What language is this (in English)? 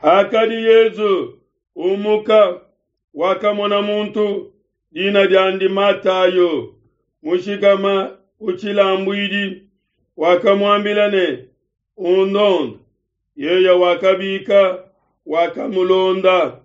Luba-Lulua